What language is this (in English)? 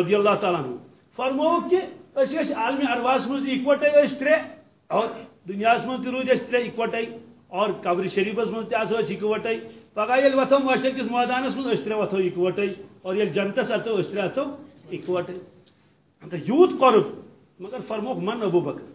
Kashmiri